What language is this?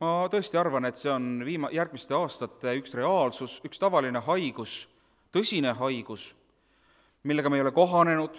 Estonian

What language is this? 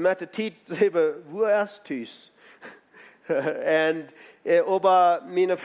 Plautdietsch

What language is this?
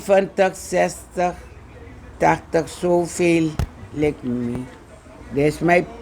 Sranan Tongo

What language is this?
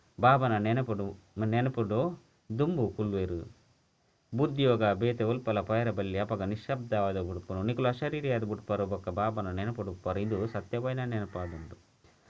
Tulu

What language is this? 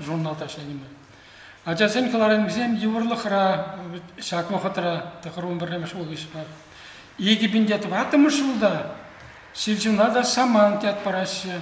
Chuvash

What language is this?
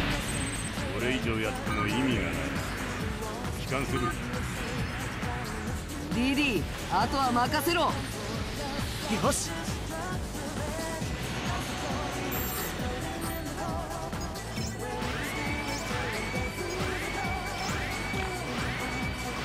Japanese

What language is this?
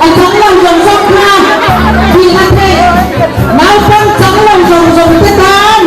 Falam Chin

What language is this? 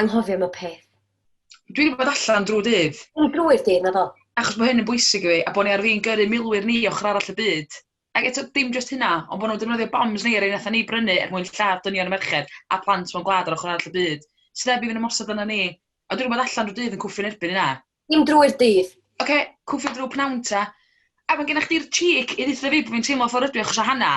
Welsh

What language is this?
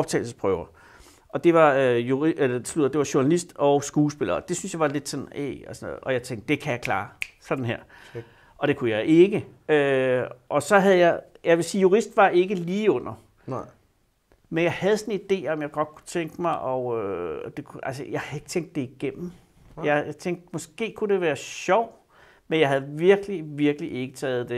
Danish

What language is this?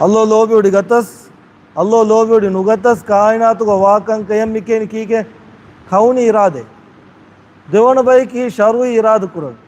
Divehi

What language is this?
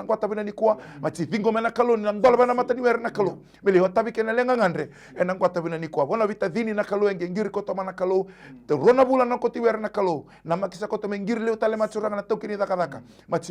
Fijian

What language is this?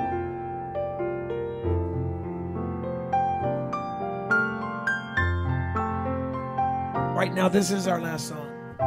English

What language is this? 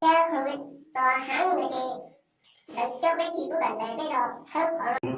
Hmong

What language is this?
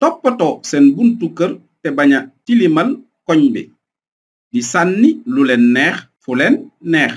Wolof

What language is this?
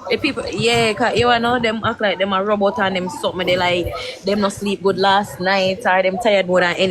Jamaican Creole English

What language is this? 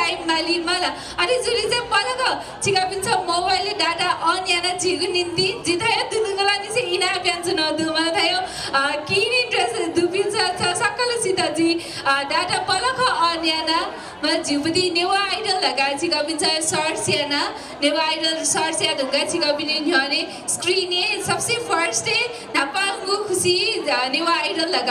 Newari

